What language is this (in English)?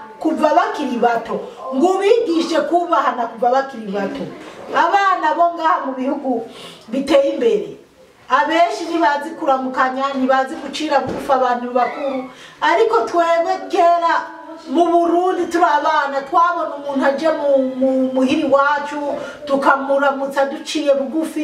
Rundi